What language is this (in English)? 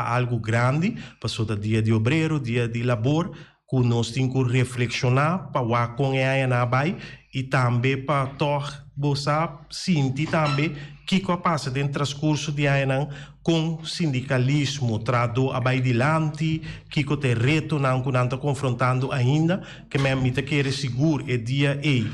Papiamento